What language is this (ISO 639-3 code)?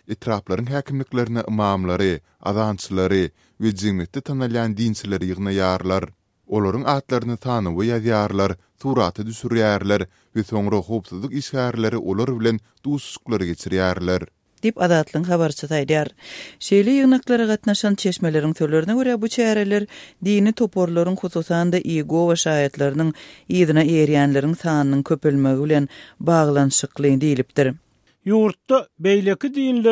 tuk